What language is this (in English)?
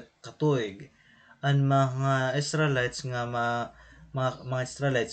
Waray